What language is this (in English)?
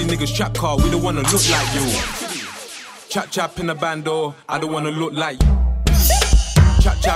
English